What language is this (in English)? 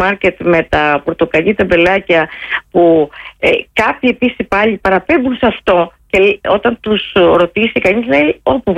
Greek